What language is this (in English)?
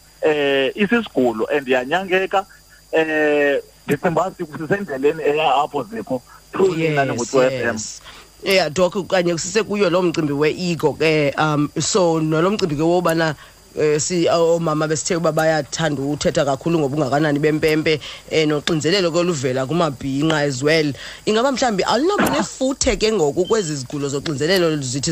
Xhosa